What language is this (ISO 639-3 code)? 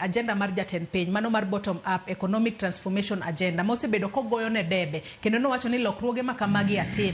luo